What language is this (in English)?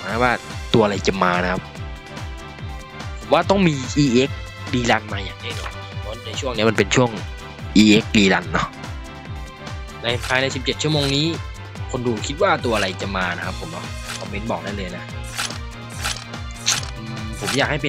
Thai